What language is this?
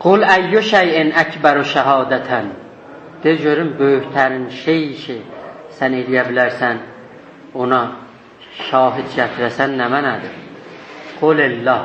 South Azerbaijani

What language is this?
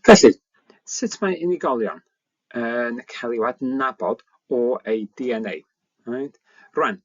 Welsh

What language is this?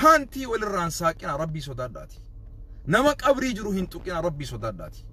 Oromo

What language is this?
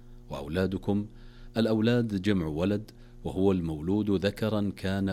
Arabic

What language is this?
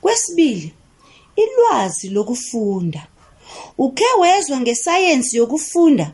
South Ndebele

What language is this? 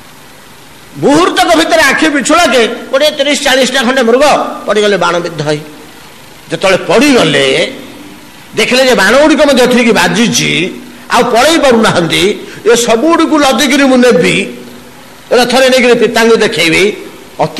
Odia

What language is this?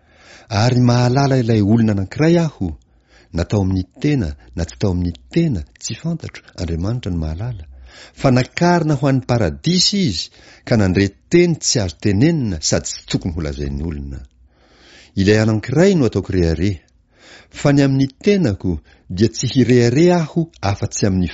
Malagasy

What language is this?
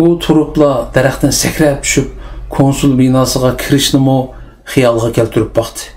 Uyghur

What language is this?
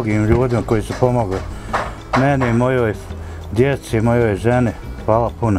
Bosnian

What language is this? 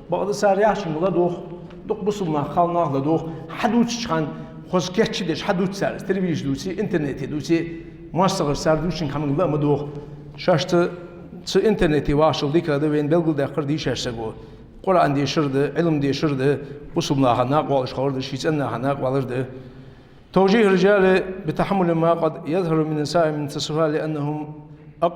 Ingush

